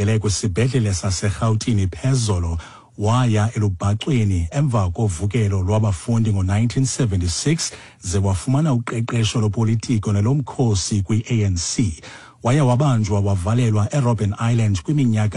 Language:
Xhosa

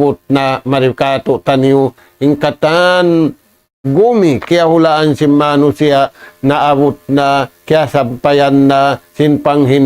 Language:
Tausug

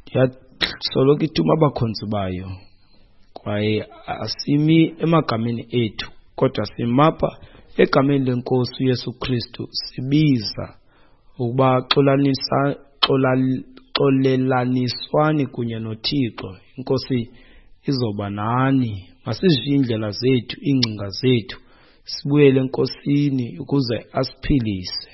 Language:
Xhosa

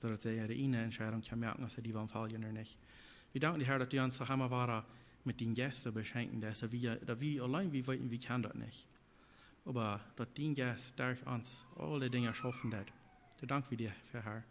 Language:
Plautdietsch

